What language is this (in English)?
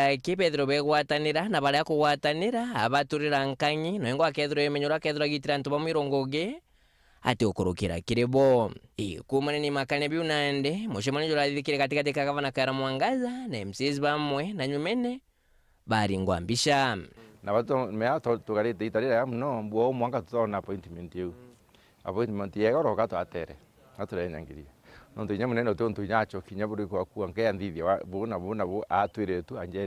Meru